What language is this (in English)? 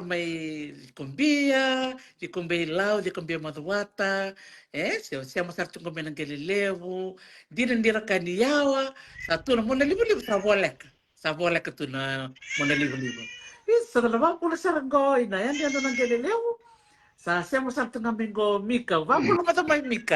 Fijian